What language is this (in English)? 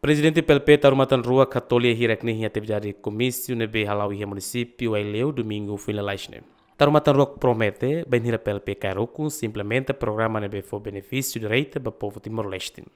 Tetum